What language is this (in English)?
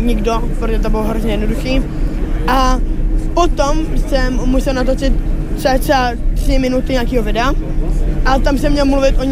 Czech